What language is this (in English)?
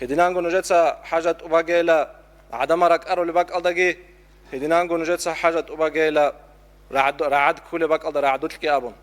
Avaric